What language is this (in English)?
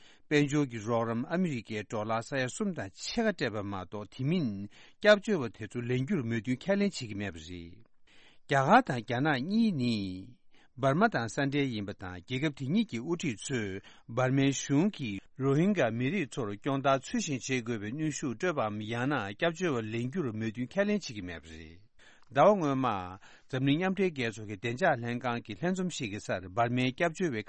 Tibetan